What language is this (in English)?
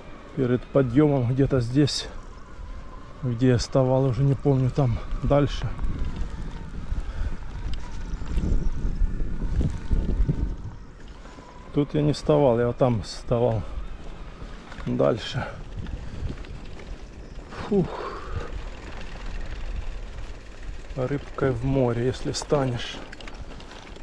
Russian